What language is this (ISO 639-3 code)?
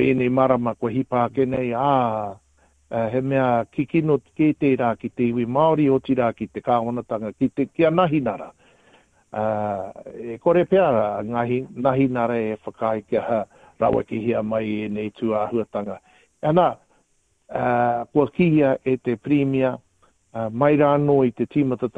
mri